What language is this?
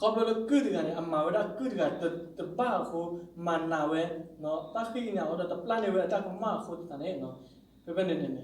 S'gaw Karen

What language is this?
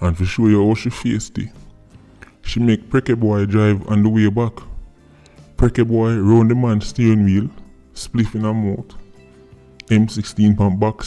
Jamaican Creole English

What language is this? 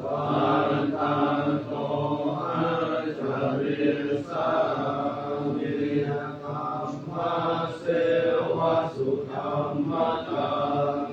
Pali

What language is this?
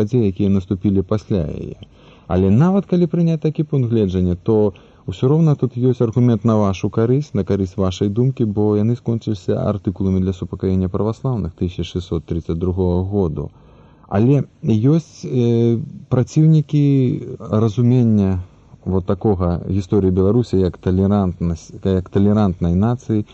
Belarusian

